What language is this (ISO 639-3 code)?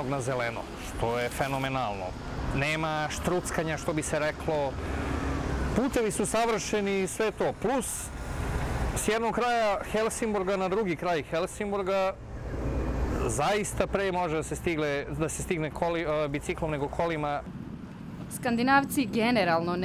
srp